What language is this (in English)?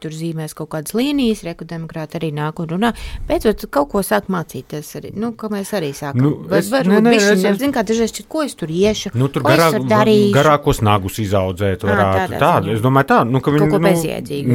Latvian